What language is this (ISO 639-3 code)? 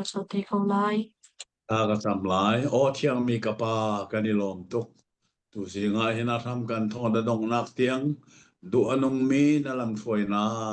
cnh